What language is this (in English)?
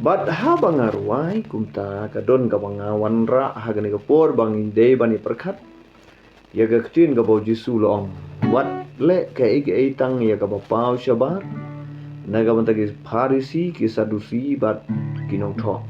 Khasi